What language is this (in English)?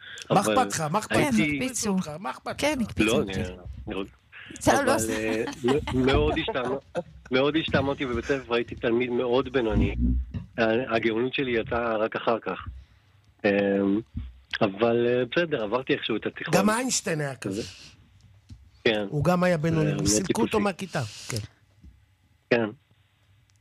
Hebrew